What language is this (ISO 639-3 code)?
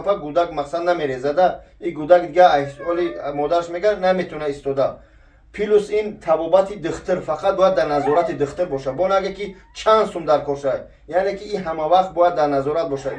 tgk